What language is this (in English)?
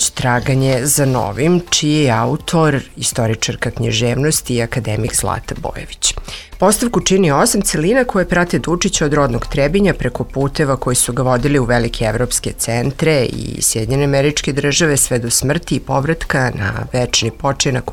Serbian